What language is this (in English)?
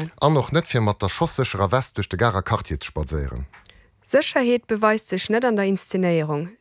Luxembourgish